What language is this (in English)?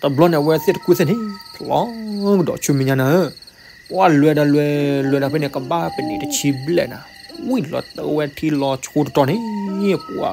S'gaw Karen